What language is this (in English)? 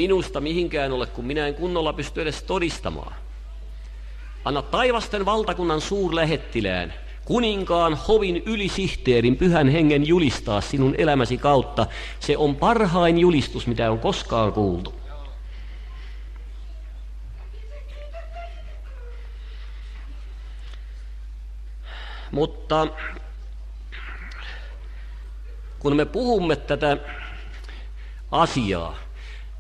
Finnish